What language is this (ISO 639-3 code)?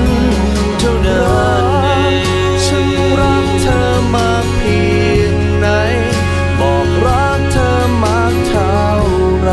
tha